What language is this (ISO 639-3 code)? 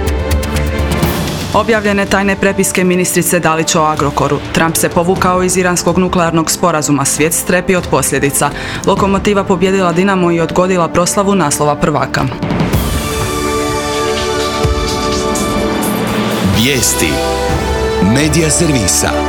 hrv